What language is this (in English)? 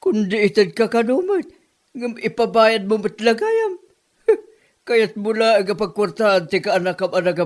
Iloko